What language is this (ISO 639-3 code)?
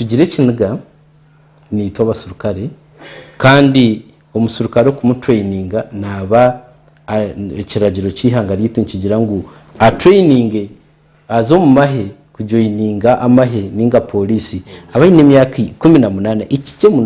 nyn